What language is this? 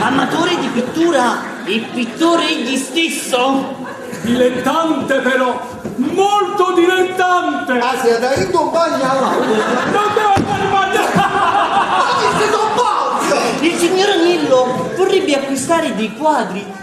Neapolitan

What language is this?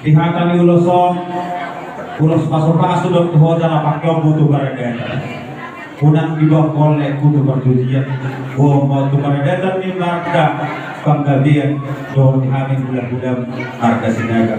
Batak Toba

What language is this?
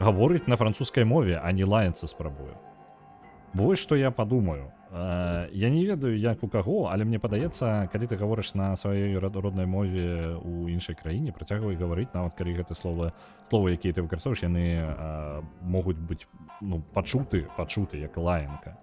Belarusian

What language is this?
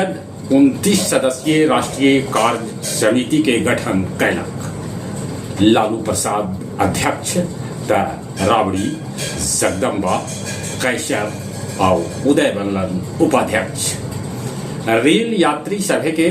Magahi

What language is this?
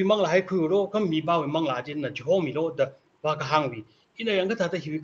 Tangkhul Naga (India)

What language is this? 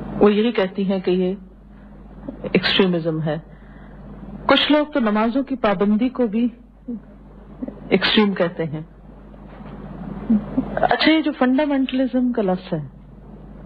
Urdu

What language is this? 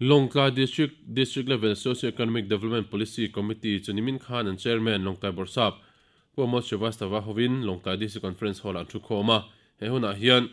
Mizo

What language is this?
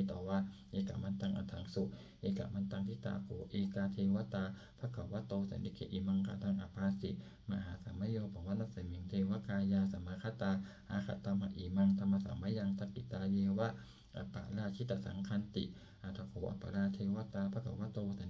Pali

